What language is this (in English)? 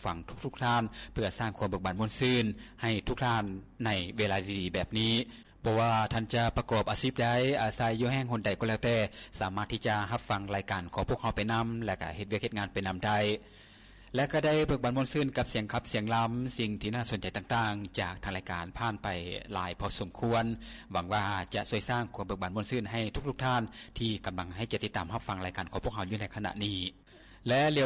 Lao